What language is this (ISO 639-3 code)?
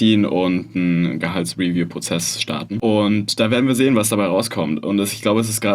deu